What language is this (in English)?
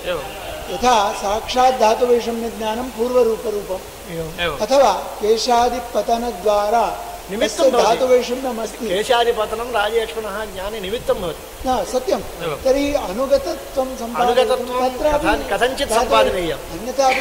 Sanskrit